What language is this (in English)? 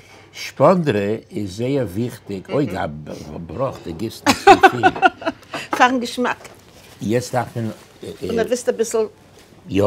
Yiddish